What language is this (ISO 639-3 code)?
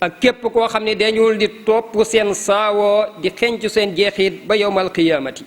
wol